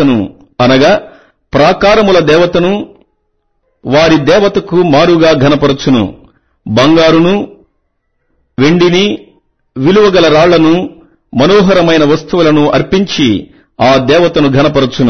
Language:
Telugu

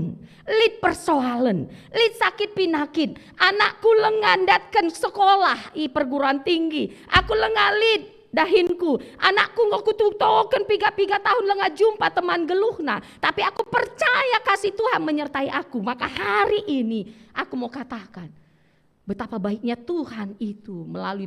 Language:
Batak Karo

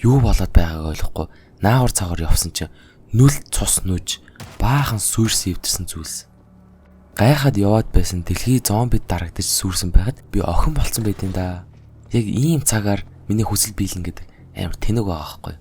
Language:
Mongolian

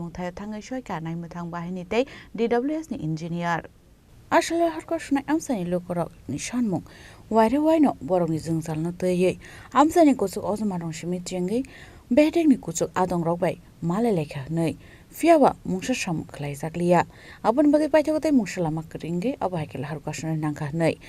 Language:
Kok Borok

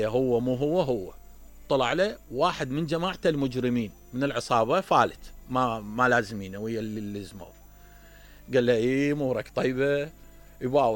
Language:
Mesopotamian Arabic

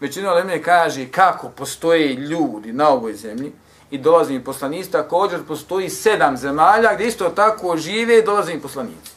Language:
Bosnian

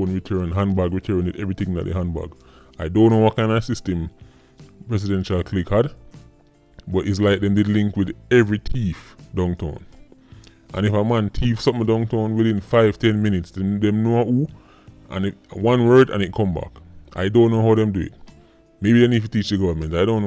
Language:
Jamaican Creole English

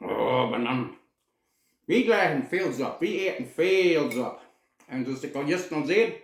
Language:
Plautdietsch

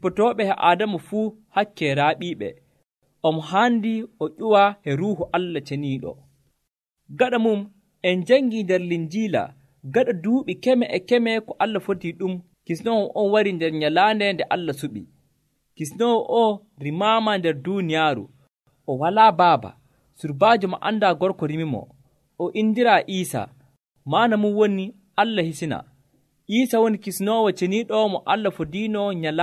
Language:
Nigerian Fulfulde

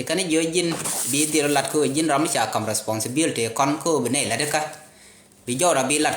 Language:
Nuer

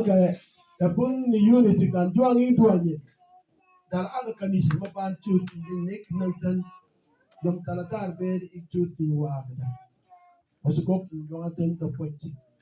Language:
Mabaan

